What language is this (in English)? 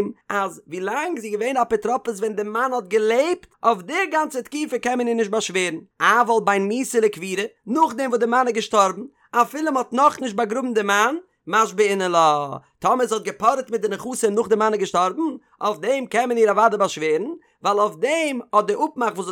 Yiddish